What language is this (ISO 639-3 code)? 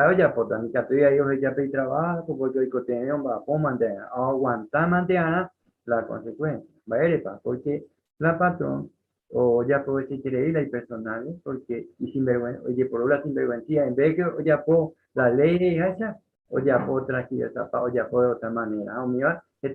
grn